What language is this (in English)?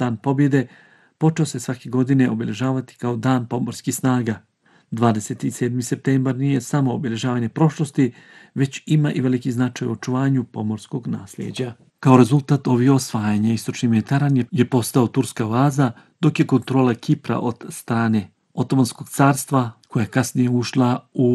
Bosnian